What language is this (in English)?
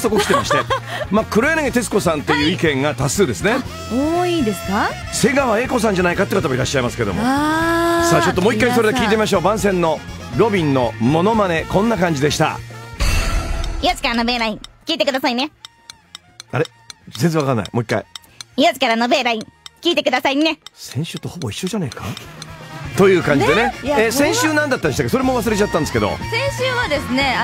Japanese